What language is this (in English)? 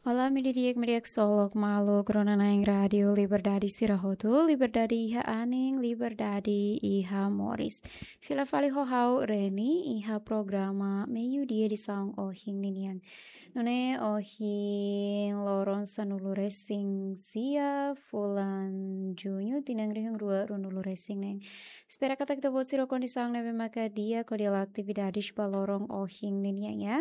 Tetum